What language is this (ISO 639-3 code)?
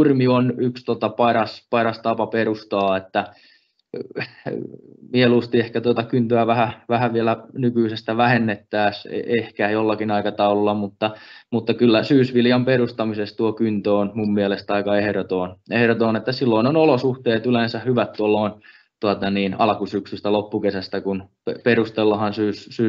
fin